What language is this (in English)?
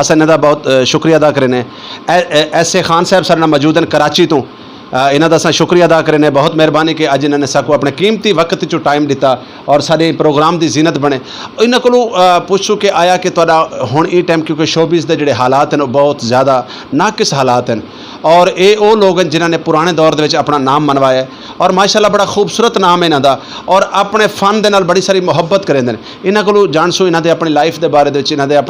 Saraiki